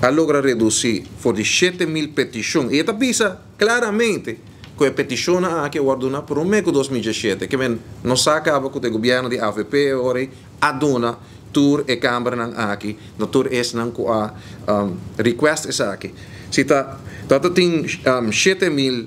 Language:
Papiamento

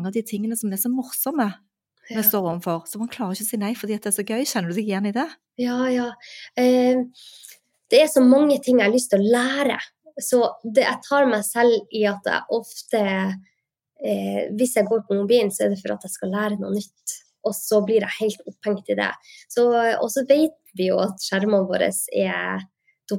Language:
Norwegian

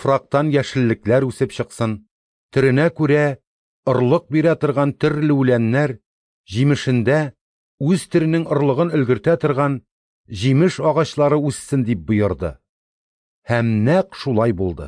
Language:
Tatar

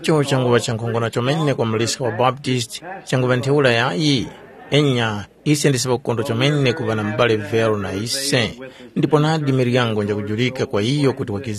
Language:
Tumbuka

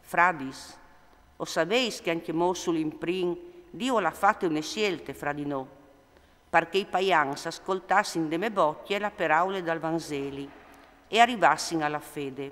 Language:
Friulian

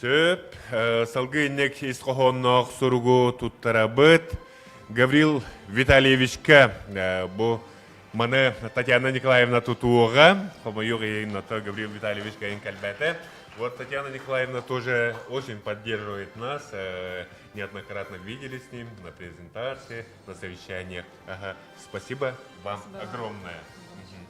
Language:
Yakut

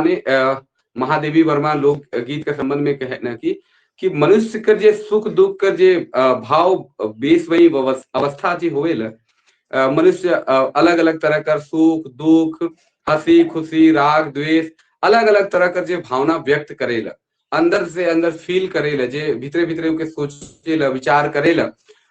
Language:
Sadri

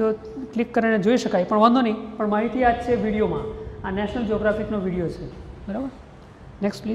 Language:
Gujarati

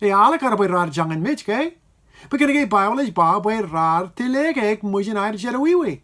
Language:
Marshallese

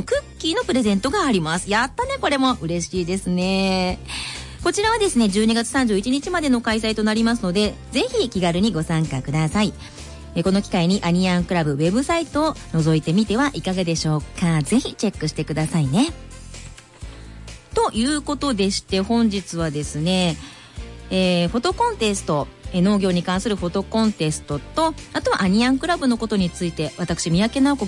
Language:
Japanese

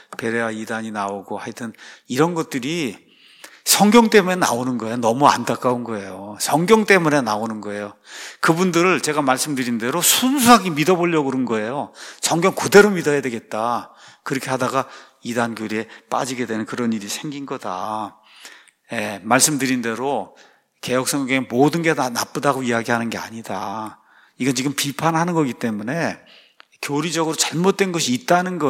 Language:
Korean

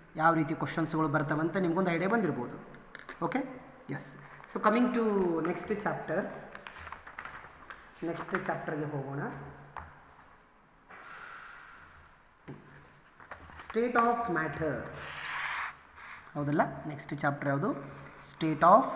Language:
Kannada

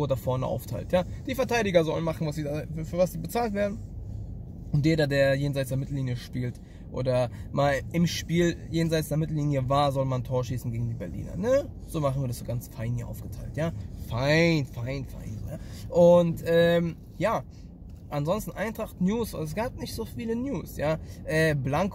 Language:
German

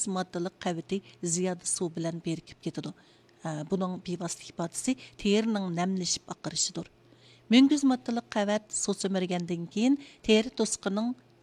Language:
Uyghur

